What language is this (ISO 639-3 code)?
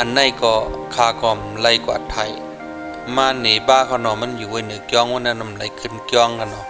shn